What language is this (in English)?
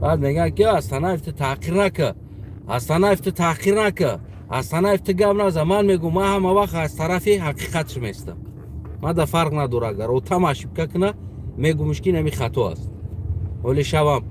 Tajik